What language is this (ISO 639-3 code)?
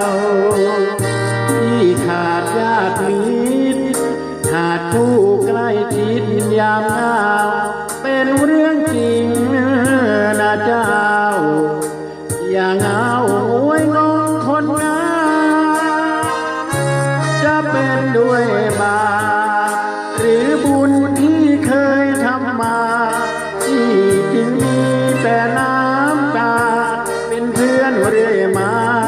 tha